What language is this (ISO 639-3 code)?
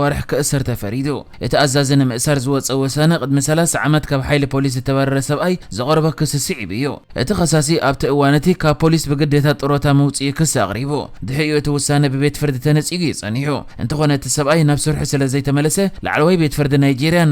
tir